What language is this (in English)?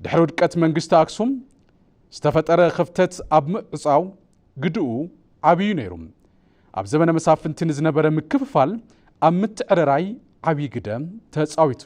Tigrinya